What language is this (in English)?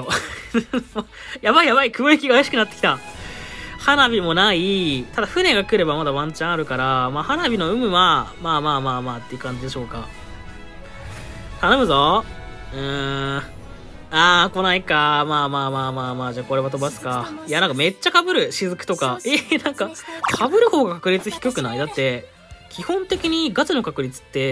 Japanese